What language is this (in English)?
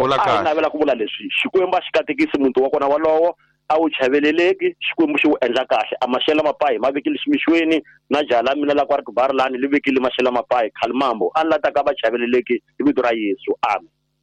Tsonga